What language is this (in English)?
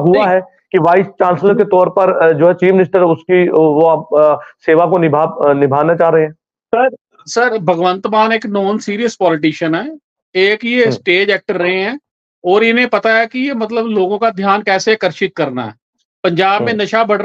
Hindi